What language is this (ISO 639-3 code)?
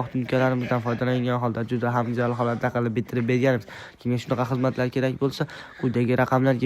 uzb